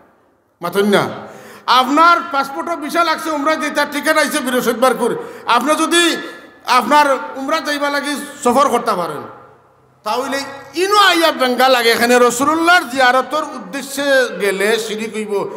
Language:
Sylheti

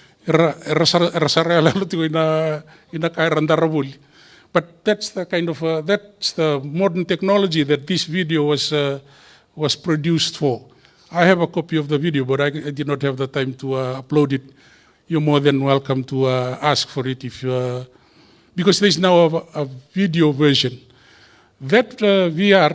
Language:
Fijian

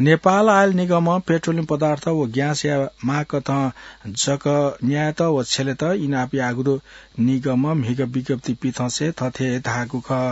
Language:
Newari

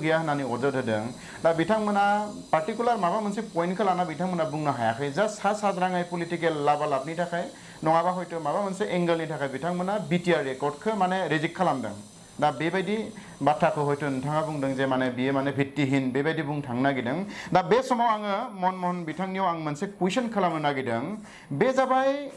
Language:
Bodo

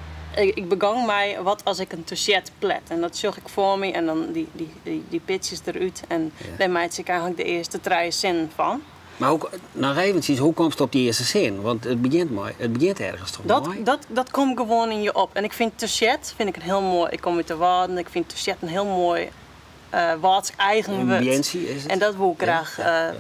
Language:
Western Frisian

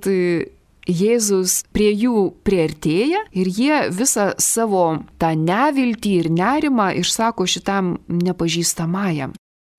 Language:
Lithuanian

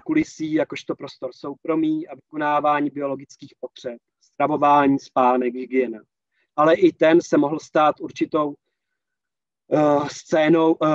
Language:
Czech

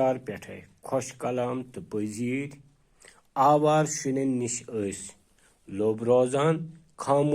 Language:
Kashmiri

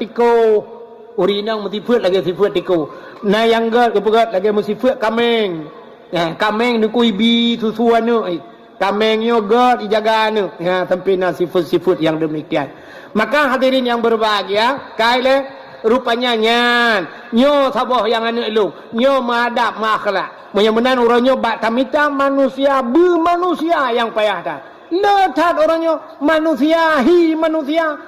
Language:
Achinese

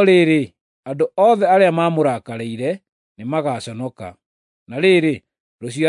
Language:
Kikuyu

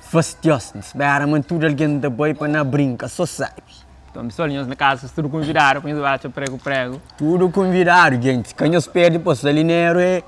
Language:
Kabuverdianu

